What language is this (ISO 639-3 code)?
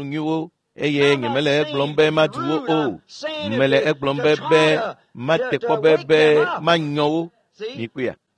ewe